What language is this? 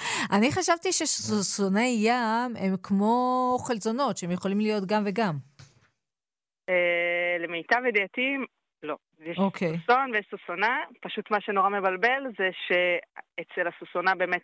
Hebrew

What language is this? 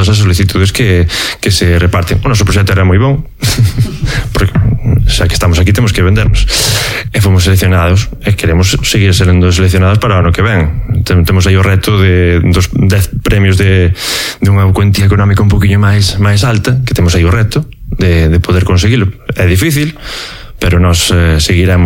Galician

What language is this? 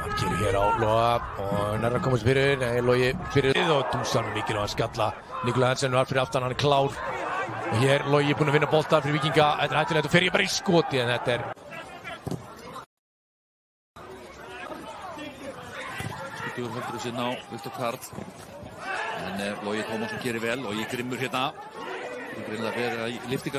Icelandic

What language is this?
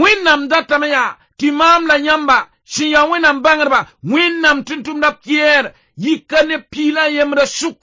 Mossi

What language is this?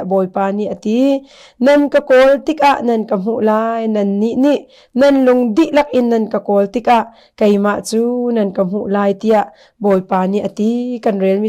Hakha Chin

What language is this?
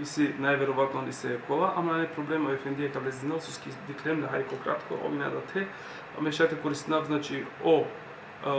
Balkan Romani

